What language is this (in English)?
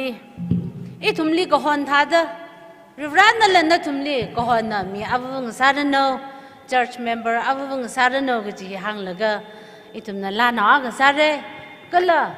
Tangkhul Naga (India)